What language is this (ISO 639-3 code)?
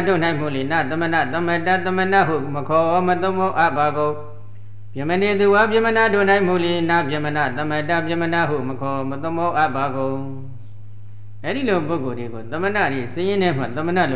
mya